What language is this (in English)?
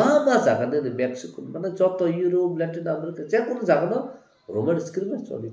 Kok Borok